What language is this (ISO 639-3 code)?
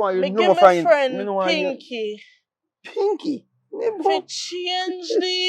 jam